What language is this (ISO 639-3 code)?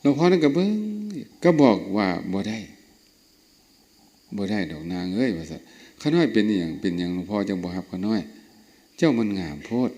lao